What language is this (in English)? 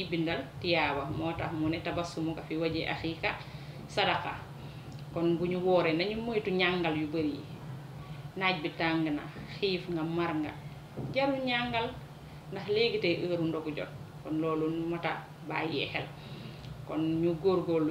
Wolof